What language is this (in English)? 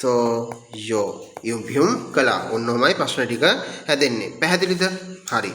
Sinhala